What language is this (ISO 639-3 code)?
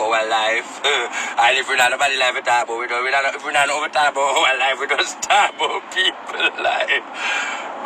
jam